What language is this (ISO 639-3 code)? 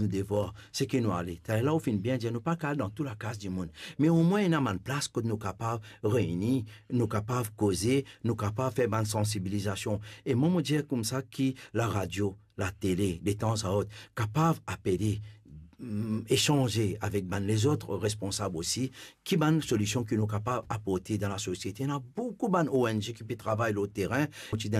mfe